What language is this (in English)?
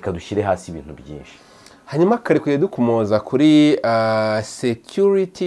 Kinyarwanda